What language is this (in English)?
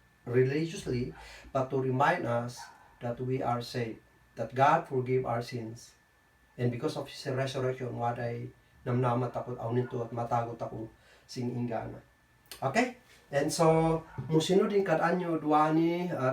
Kankanaey